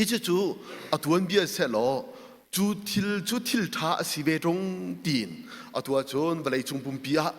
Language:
Hakha Chin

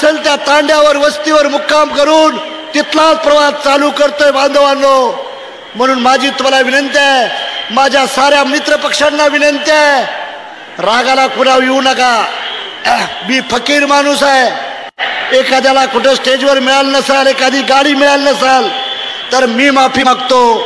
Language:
Marathi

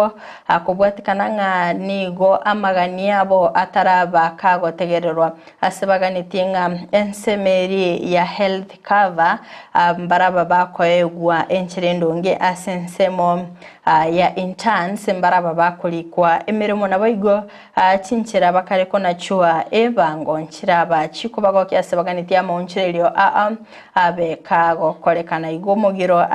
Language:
Gusii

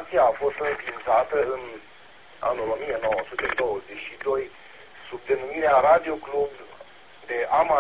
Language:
Romanian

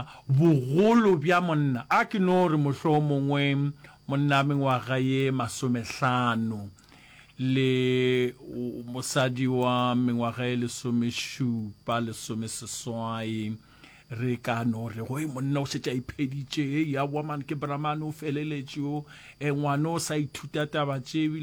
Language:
Northern Sotho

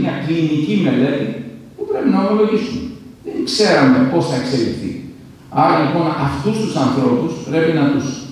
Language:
Greek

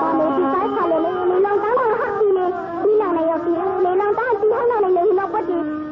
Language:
Shan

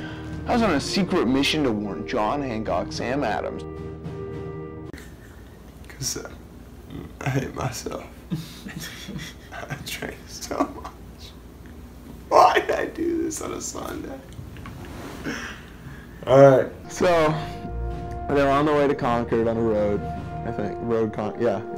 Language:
English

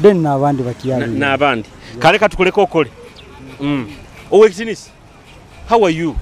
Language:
Nyoro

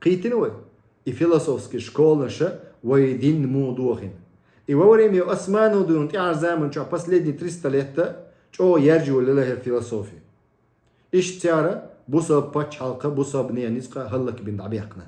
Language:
Chechen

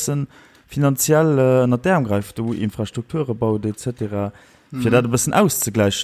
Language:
Luxembourgish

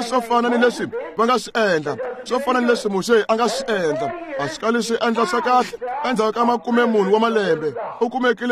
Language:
Tsonga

